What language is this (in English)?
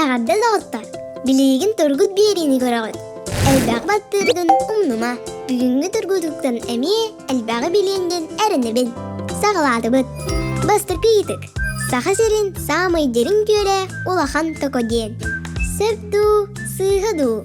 Yakut